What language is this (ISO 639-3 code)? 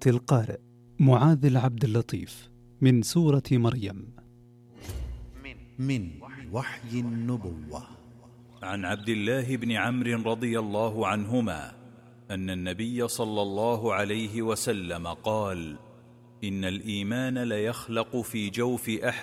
ara